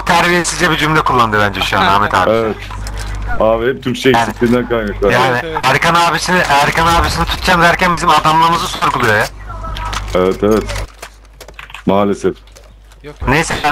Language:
Turkish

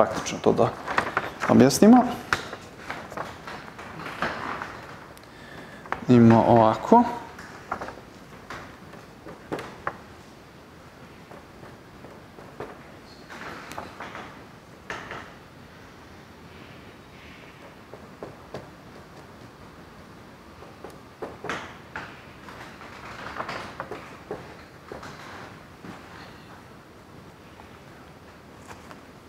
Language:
Serbian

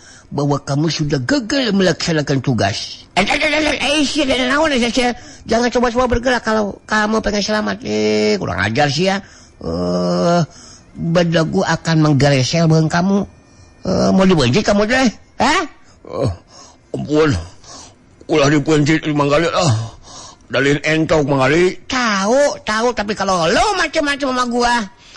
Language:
Sundanese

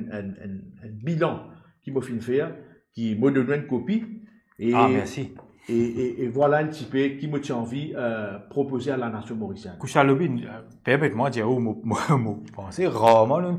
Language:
Morisyen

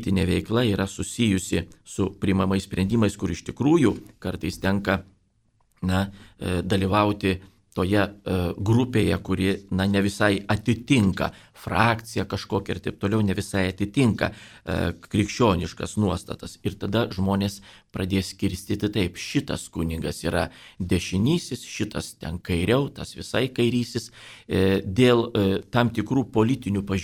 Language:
Lithuanian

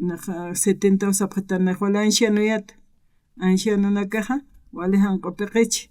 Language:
Aymara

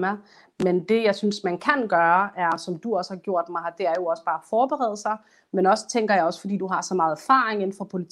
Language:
Danish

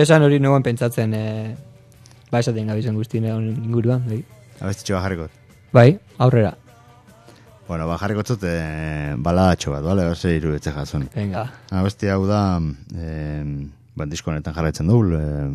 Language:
Basque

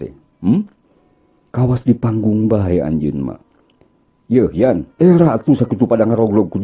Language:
Sundanese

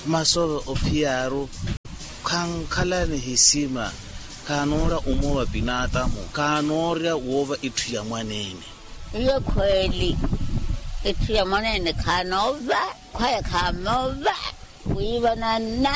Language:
Makhuwa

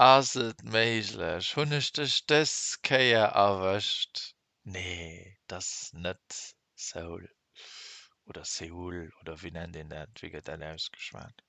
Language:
Luxembourgish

